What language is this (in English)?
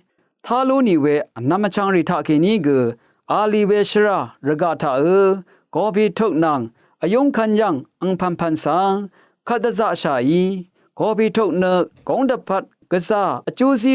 Rawang